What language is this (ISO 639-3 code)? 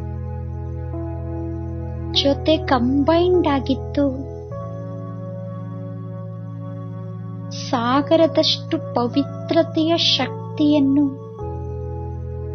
kan